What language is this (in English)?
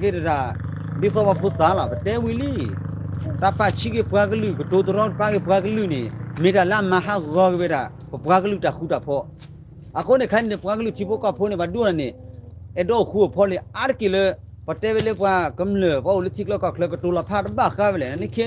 S'gaw Karen